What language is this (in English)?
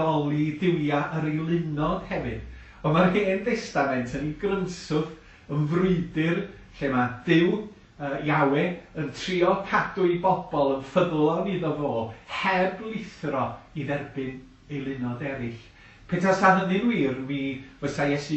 Welsh